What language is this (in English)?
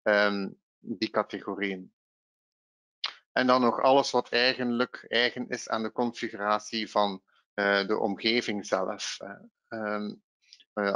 Dutch